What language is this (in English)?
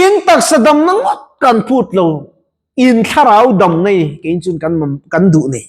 Mizo